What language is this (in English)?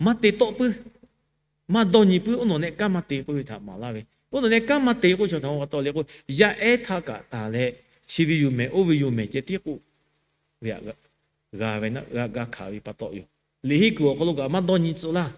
Lahu